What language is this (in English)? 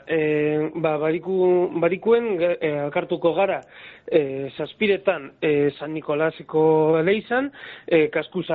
Basque